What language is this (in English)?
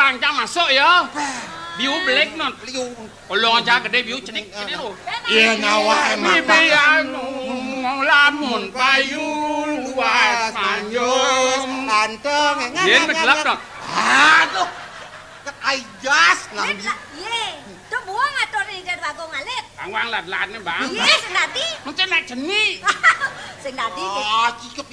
Balinese